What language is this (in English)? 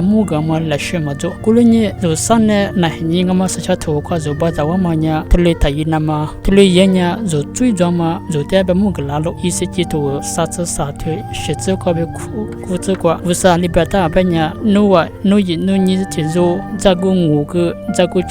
Lisu